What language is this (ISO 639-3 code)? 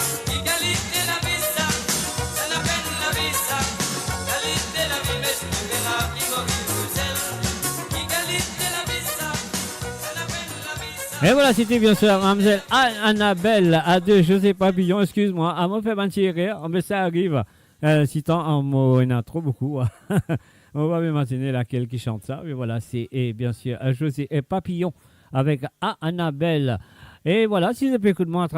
mfe